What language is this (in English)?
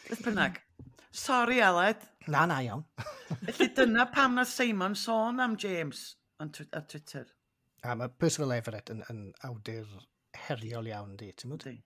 Welsh